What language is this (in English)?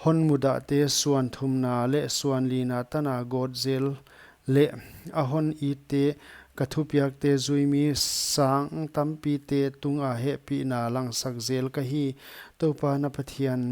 Paite Chin